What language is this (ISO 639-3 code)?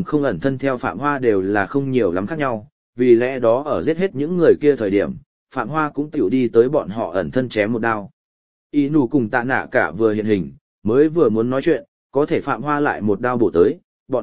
vie